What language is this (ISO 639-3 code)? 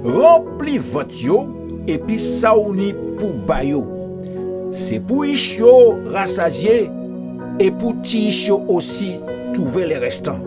gcf